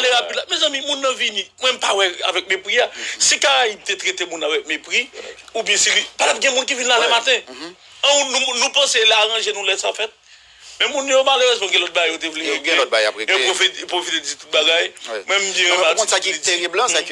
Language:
Haitian Creole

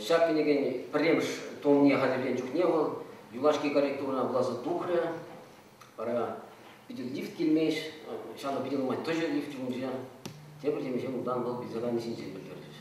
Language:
Chuvash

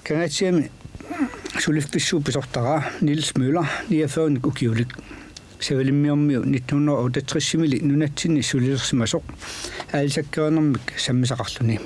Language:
Kalaallisut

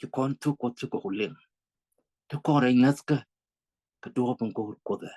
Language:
Nuer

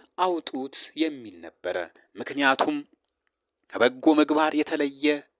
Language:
Amharic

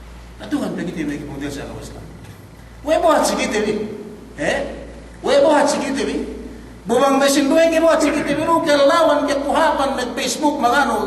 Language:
Yakan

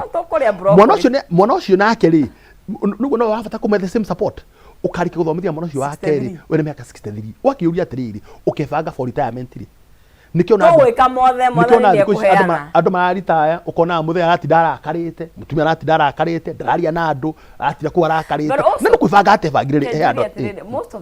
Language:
Kikuyu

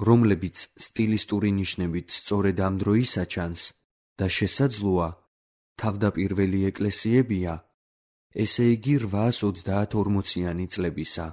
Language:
Georgian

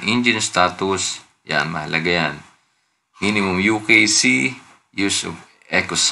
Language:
Filipino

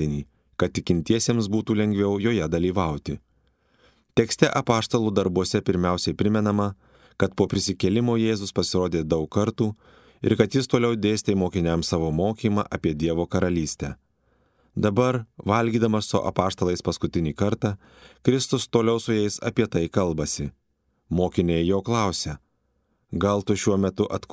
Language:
Lithuanian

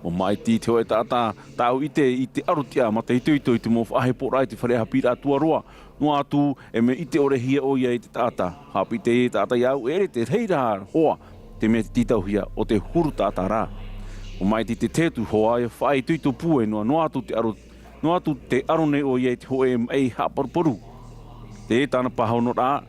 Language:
Tahitian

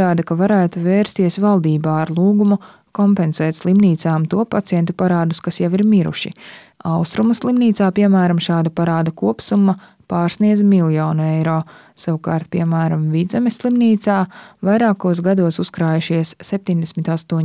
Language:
Latvian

